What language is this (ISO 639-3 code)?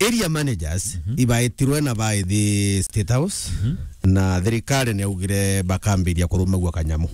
mer